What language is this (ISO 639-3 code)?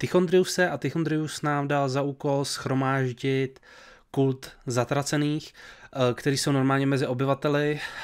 ces